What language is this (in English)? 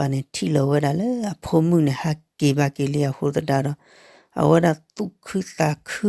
S'gaw Karen